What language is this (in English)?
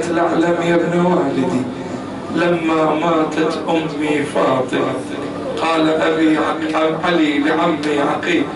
Arabic